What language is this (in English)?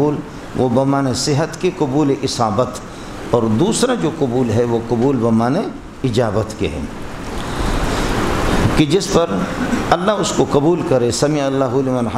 Urdu